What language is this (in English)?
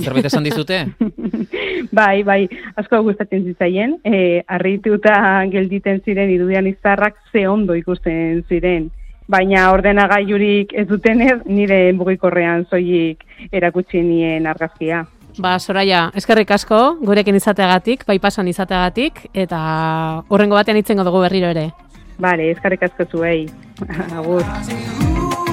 Basque